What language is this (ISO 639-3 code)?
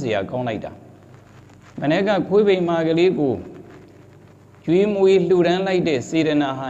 mya